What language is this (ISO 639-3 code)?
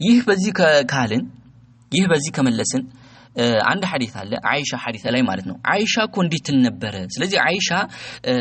amh